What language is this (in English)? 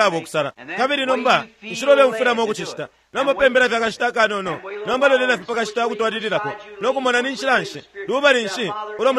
Bemba